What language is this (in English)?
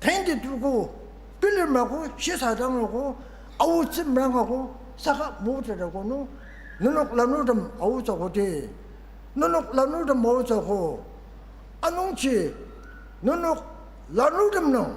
Ao Naga